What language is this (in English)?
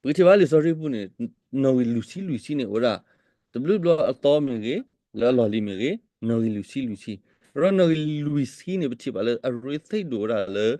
S'gaw Karen